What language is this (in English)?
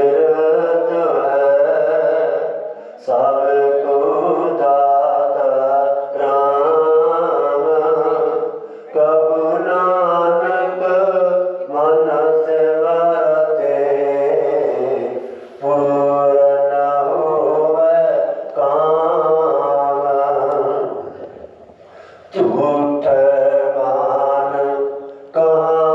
Punjabi